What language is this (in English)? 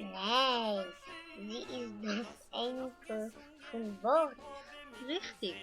Yiddish